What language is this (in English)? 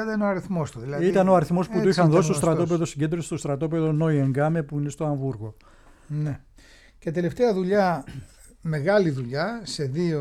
Greek